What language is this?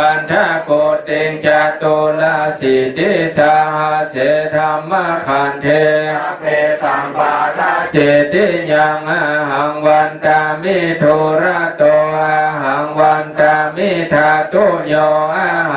Pali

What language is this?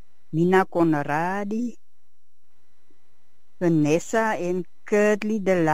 Afrikaans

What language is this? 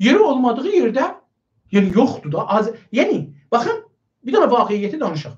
South Azerbaijani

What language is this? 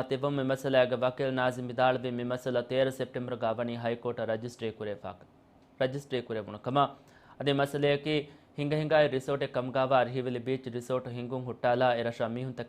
Divehi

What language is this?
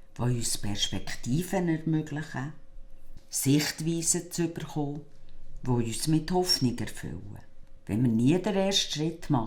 Swiss German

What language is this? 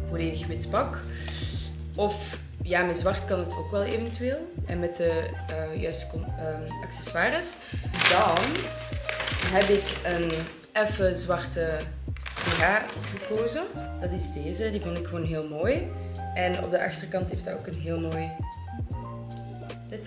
Dutch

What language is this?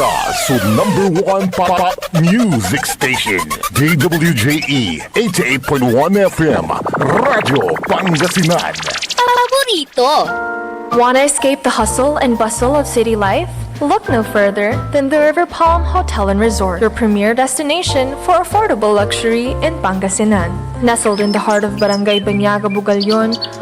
Pangasinan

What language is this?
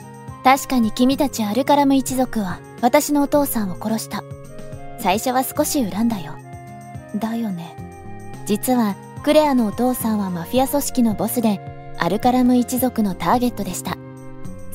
Japanese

